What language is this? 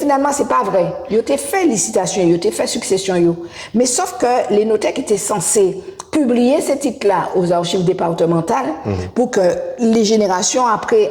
Guadeloupean Creole French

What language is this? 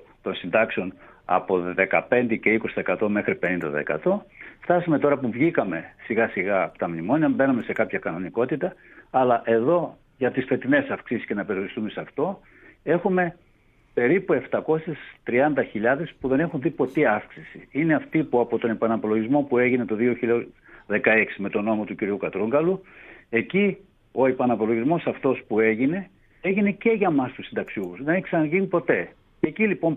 Greek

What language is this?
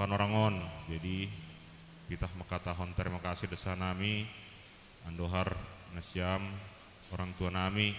Batak Simalungun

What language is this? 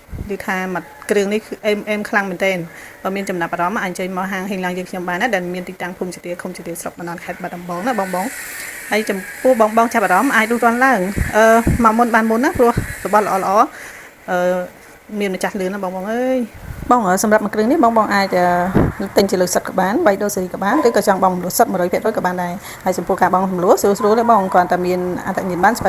Khmer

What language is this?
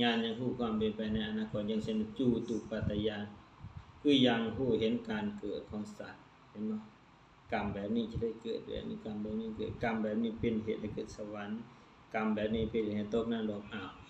Lao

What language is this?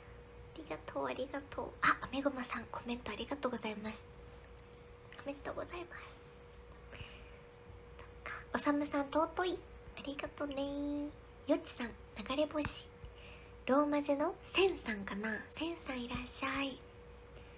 Japanese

